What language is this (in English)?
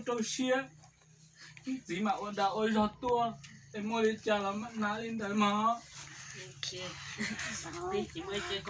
Hmong